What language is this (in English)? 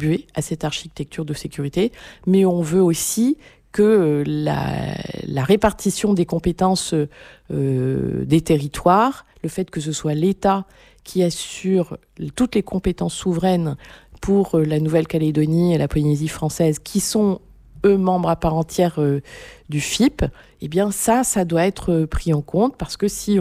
French